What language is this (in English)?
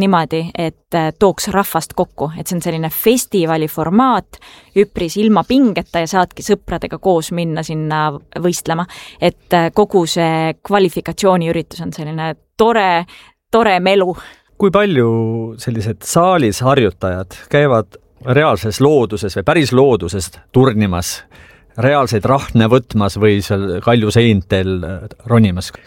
Estonian